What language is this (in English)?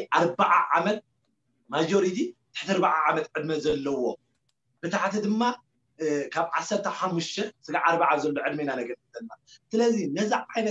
Tigrinya